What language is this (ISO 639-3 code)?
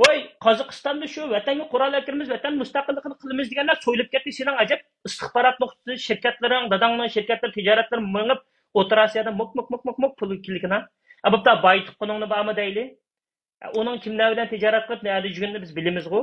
uig